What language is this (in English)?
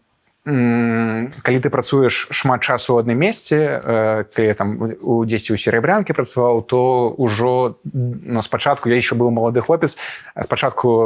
Belarusian